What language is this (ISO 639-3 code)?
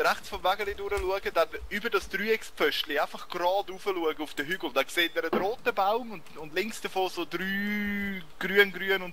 gsw